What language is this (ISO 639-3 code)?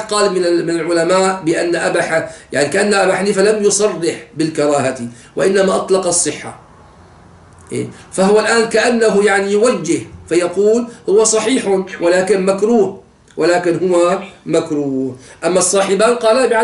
ara